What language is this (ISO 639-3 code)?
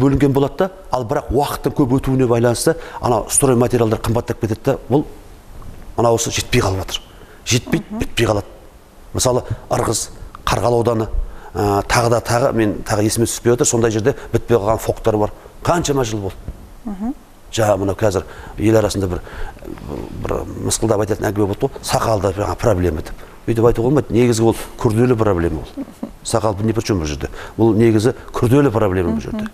kaz